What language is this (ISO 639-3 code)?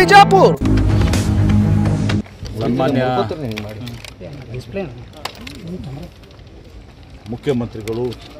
kan